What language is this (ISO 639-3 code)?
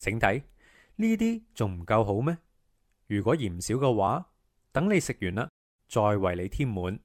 yue